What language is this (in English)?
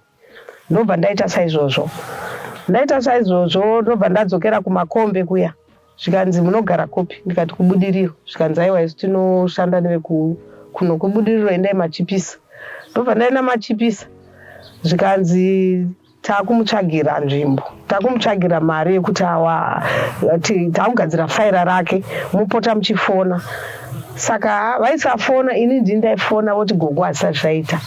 Shona